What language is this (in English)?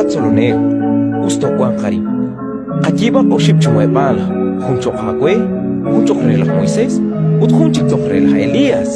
Kekchí